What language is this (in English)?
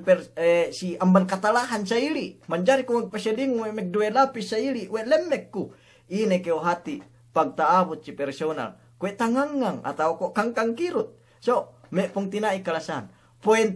Yakan